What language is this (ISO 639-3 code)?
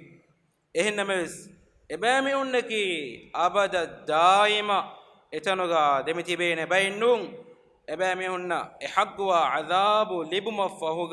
div